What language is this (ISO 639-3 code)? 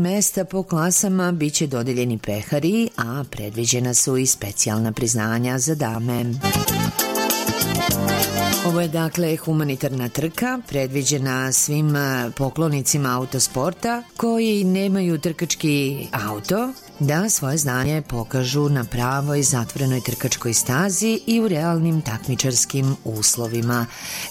srp